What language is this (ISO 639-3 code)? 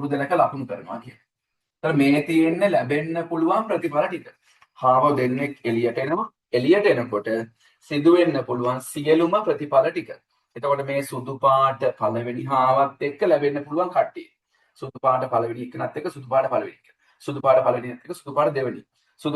sin